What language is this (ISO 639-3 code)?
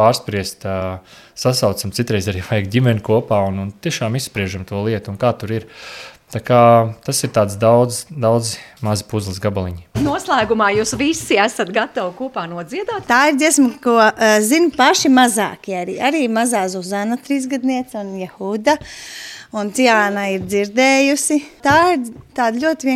lav